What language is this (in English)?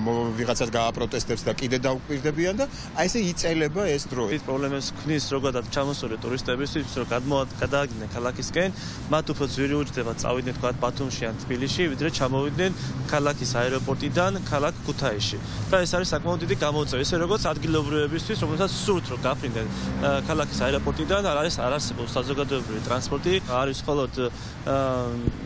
Georgian